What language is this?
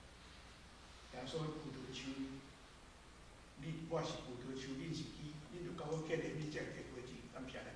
Min Nan Chinese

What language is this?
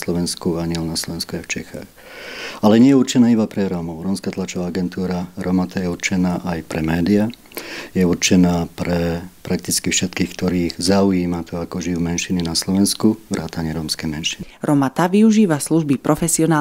Slovak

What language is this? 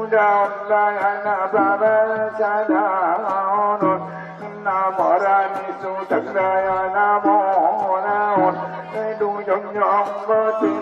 Batak Angkola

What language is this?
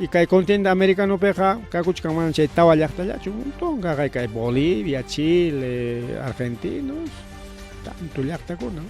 Ayacucho Quechua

